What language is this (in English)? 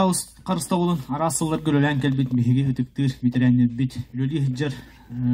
Yakut